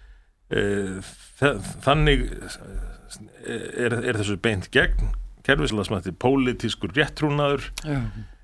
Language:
Icelandic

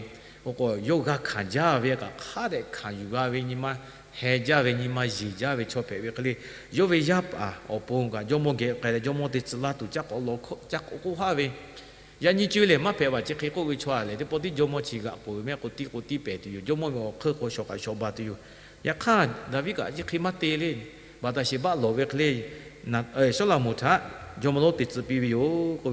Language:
Lahu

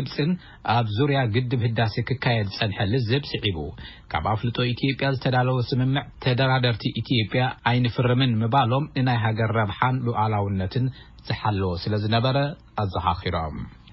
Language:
Tigrinya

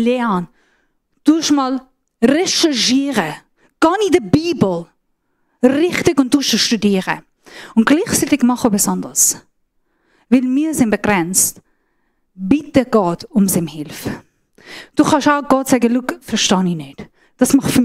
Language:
Swiss German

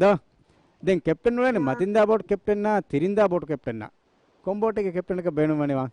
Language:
Divehi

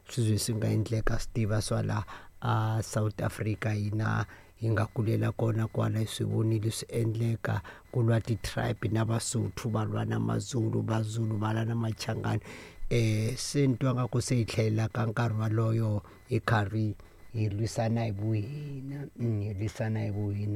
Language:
Tsonga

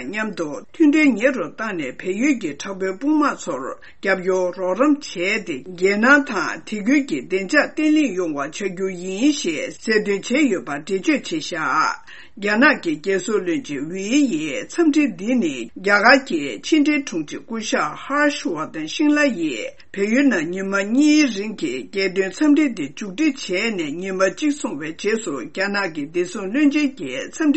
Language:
Tibetan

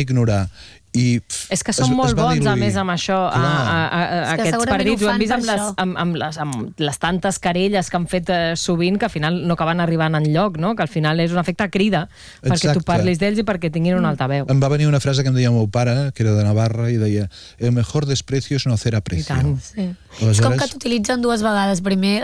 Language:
Catalan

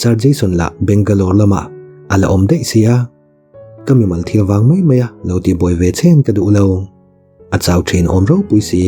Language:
Mizo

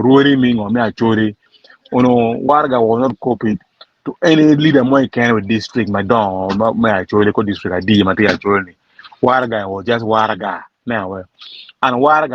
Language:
Acoli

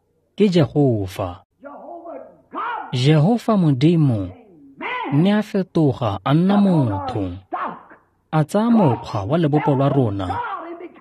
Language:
Tswana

